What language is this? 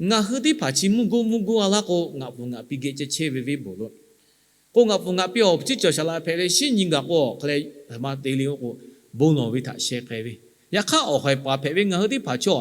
Lahu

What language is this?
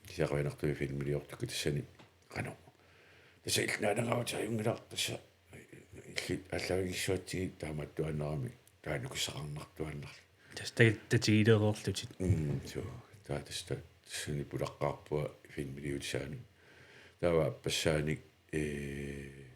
Kalaallisut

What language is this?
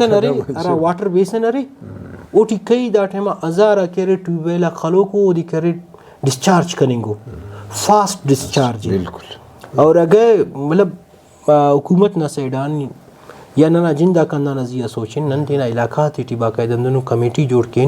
Brahui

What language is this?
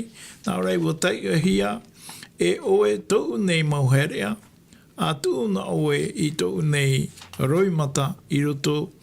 Tahitian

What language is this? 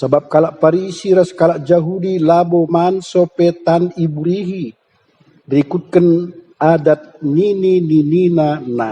Batak Karo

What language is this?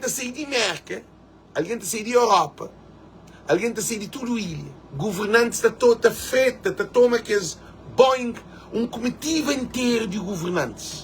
Kabuverdianu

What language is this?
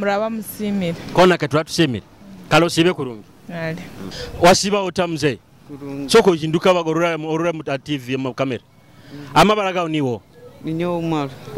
Nyoro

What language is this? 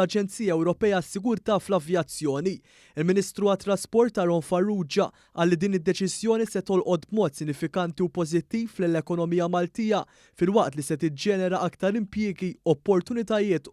Maltese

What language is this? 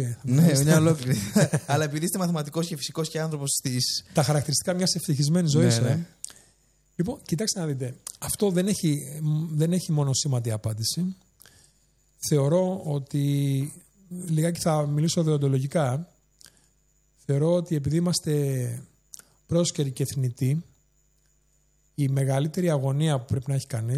Greek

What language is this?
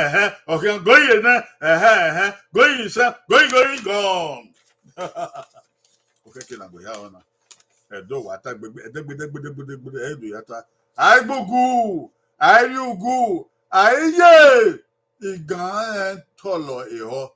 Bini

